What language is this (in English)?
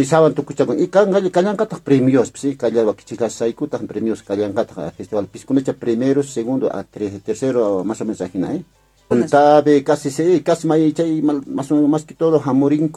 Quechua